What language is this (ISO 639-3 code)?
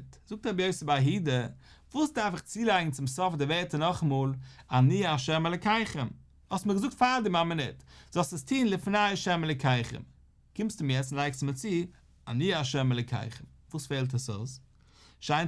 yid